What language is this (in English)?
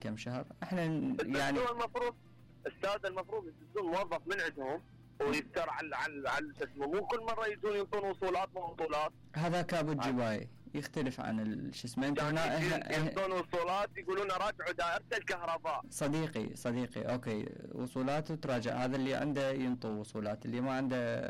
Mesopotamian Arabic